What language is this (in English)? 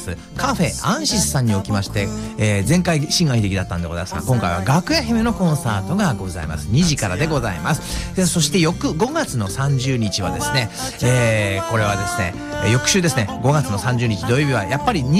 Japanese